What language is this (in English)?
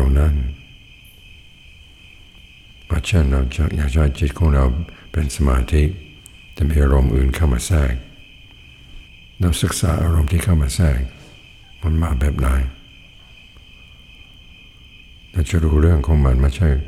Thai